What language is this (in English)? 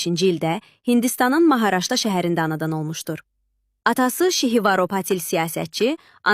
Azerbaijani